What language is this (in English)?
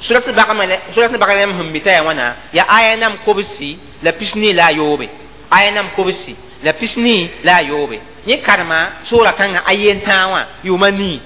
Mossi